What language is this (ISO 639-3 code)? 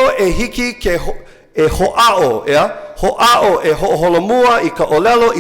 haw